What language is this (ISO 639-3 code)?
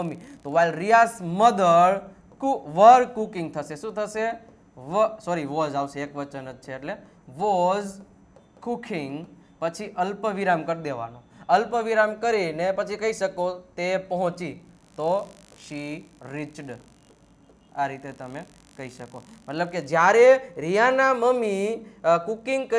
guj